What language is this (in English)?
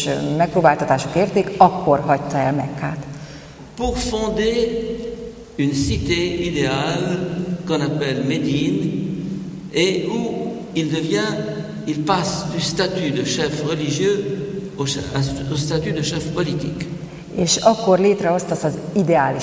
Hungarian